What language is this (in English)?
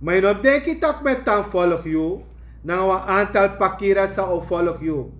Sranan Tongo